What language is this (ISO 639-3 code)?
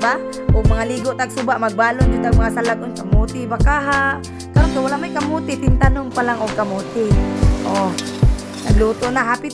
ceb